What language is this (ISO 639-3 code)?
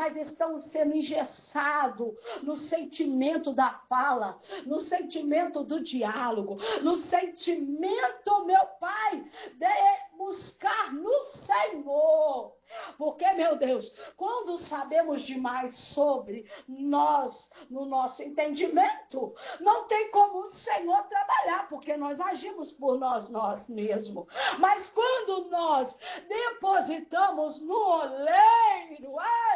por